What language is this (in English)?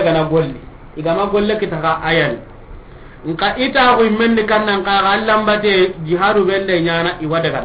Soninke